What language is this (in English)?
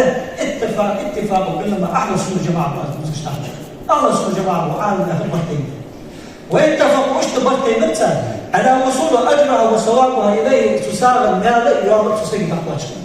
Ingush